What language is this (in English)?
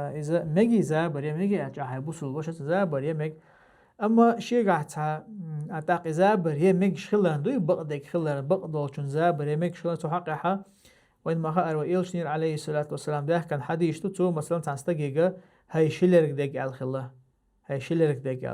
Chechen